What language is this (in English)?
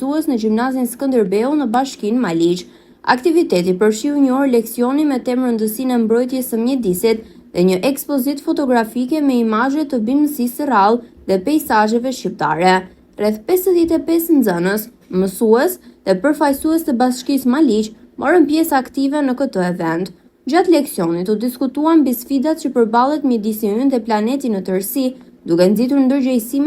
Albanian